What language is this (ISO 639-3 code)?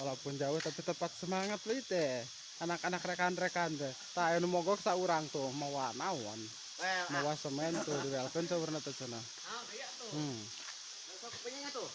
sun